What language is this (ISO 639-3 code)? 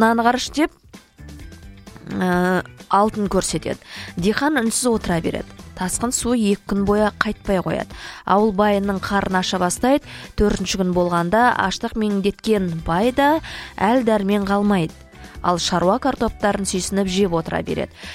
kaz